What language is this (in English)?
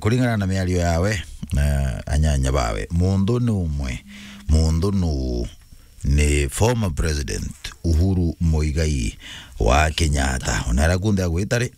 Meru